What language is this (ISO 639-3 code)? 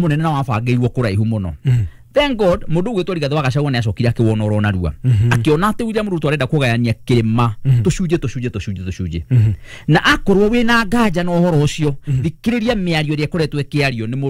kik